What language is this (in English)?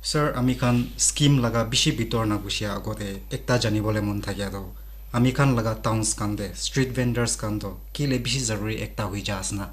Naga Pidgin